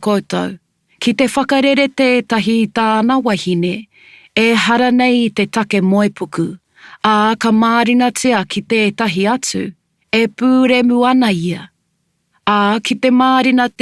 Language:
Māori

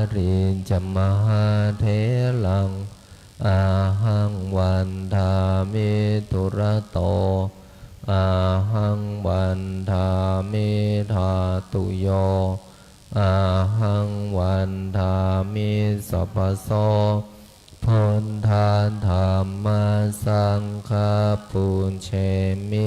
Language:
Pali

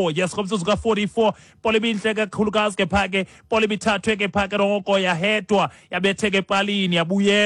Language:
Xhosa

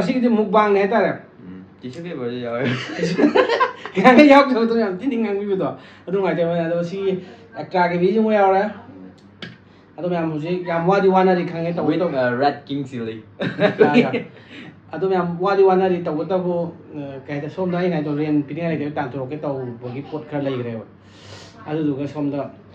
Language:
Manipuri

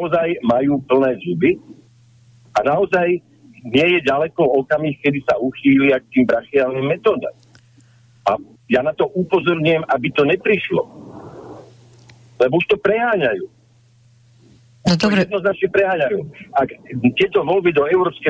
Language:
Slovak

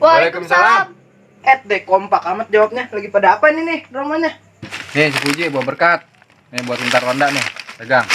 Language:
Betawi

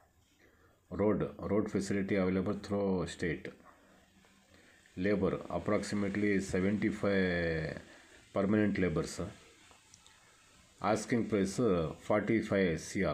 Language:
Kannada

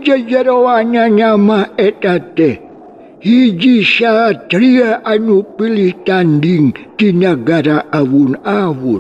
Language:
Sundanese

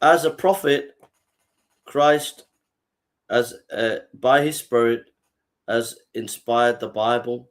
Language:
English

